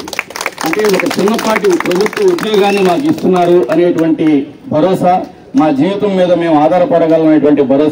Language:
Telugu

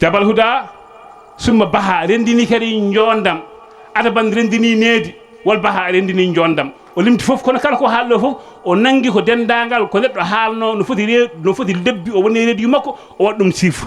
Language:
Fula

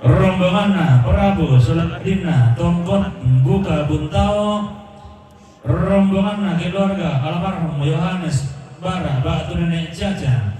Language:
Toraja-Sa'dan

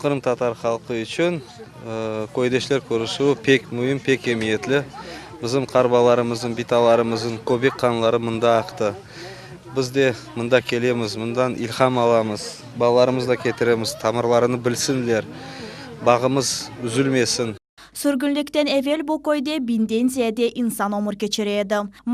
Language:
Crimean Tatar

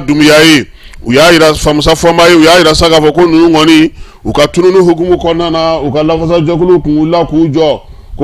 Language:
Bambara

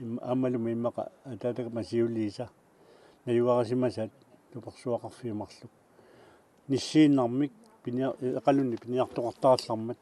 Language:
Kalaallisut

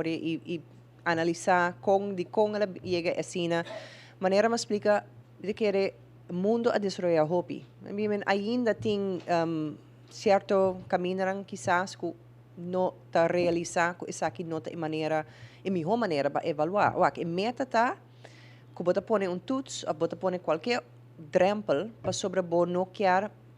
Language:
Papiamento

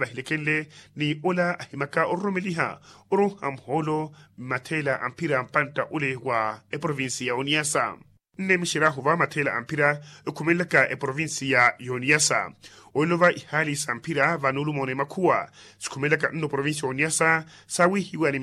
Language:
Makhuwa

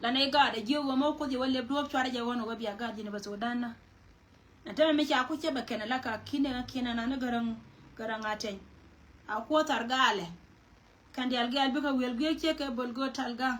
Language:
Nuer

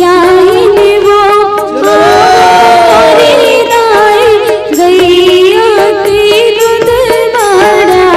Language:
Chhattisgarhi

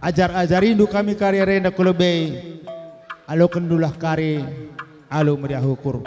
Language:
Batak Karo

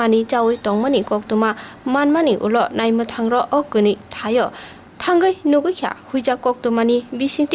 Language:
Kok Borok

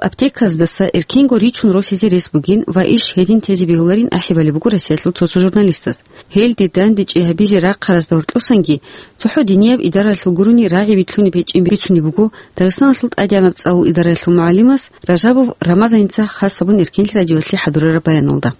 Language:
Avaric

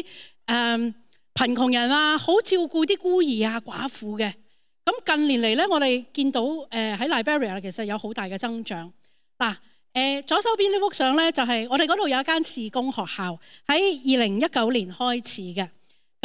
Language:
Cantonese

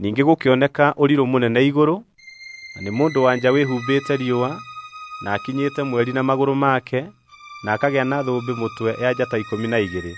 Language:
Kikuyu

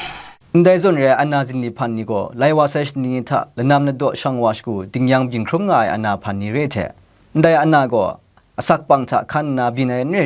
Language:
Kachin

